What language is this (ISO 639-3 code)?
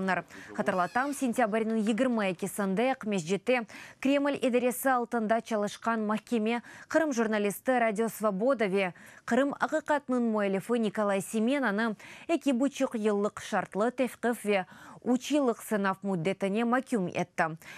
crh